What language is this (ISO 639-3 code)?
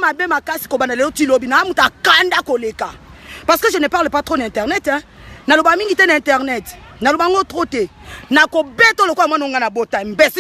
lin